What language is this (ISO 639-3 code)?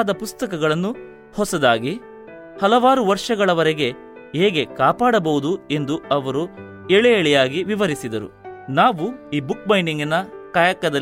kan